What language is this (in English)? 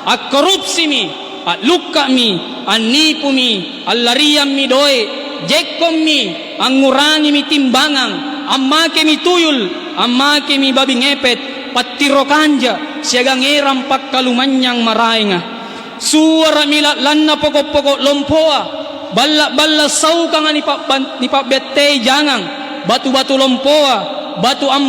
Makasar